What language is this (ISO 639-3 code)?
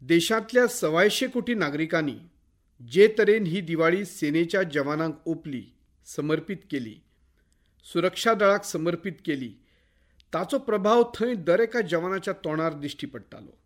kok